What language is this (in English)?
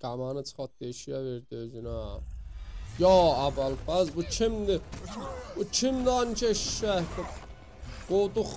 South Azerbaijani